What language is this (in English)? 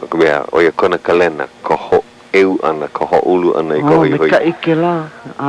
Hawaiian